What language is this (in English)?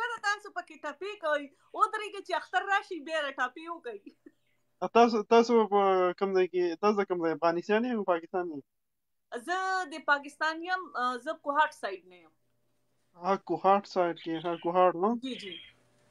Pashto